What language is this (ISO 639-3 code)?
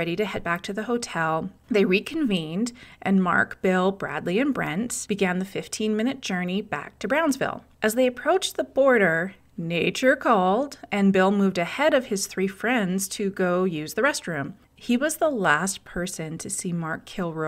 eng